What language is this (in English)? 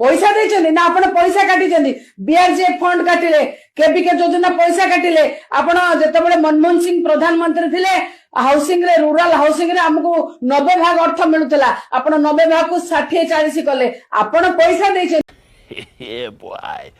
Odia